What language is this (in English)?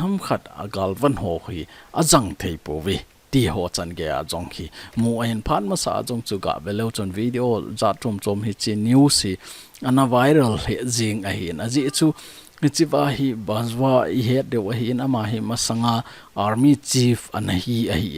Thado Chin